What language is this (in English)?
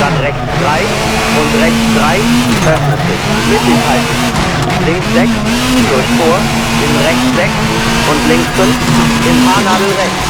Bavarian